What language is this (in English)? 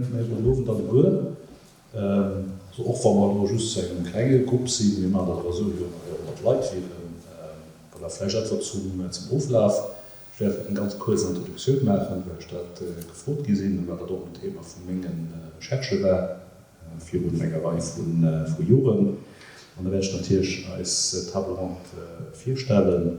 Luxembourgish